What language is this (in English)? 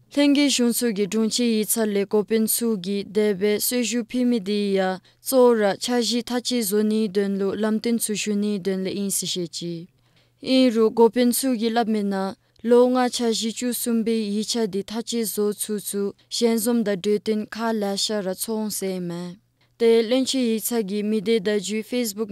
Dzongkha